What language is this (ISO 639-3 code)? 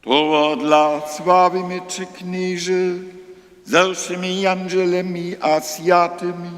hsb